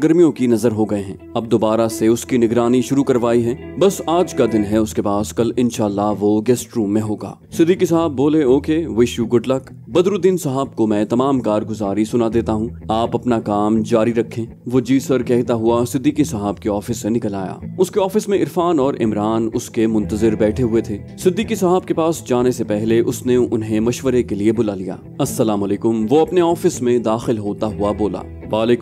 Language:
Urdu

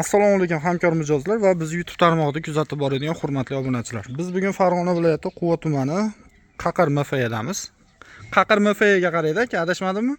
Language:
Uzbek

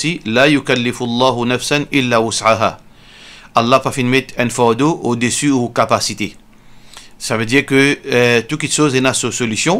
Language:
Morisyen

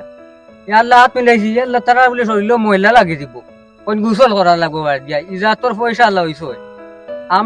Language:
Sylheti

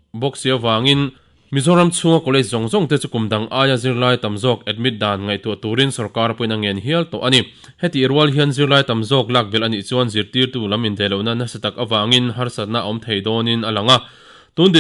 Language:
Mizo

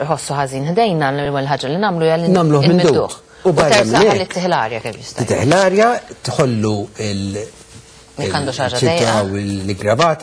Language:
Maltese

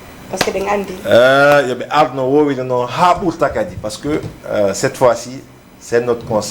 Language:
Fula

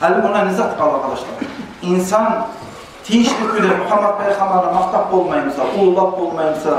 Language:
Kumyk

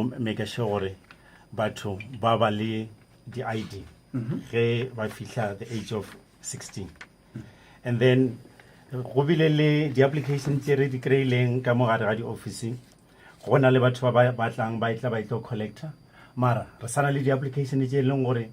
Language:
Northern Sotho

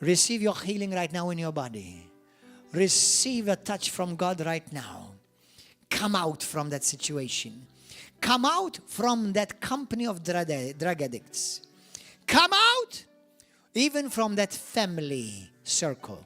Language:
English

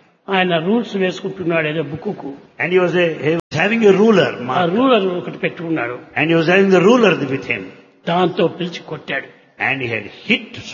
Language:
Telugu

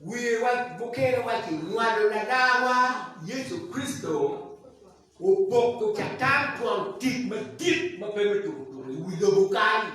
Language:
Acoli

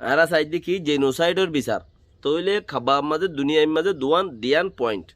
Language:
Rohingya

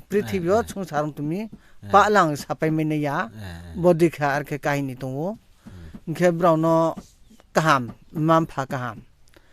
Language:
Riang (India)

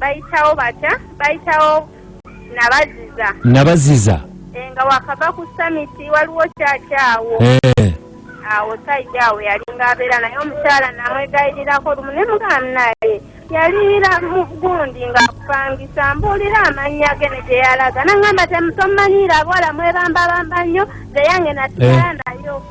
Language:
Ganda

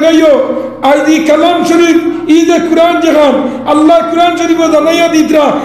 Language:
Sylheti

